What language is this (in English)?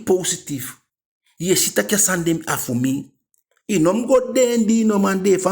Eastern Maroon Creole